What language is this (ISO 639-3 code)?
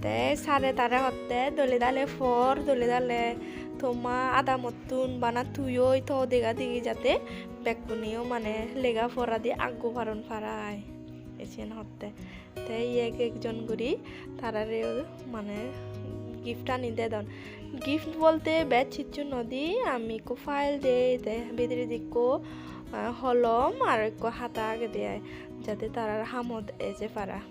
ccp